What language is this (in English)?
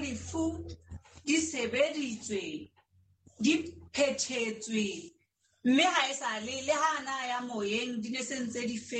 Southern Sotho